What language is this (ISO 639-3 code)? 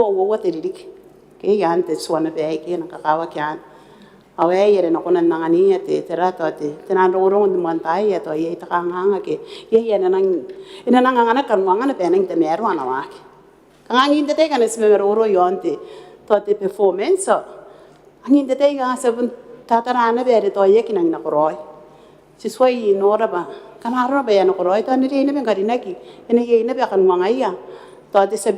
gil